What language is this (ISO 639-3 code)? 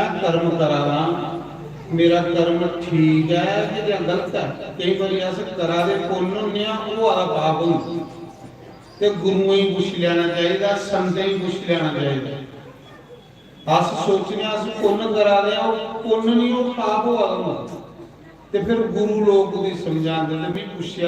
doi